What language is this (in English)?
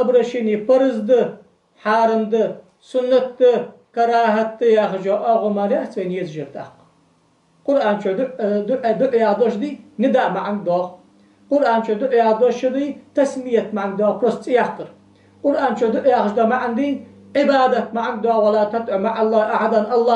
Ingush